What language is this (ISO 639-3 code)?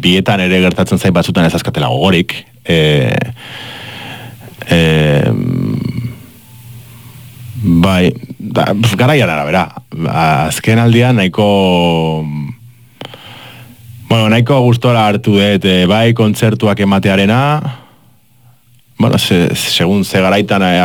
eus